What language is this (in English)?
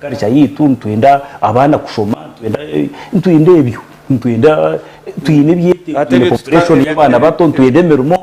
Nyankole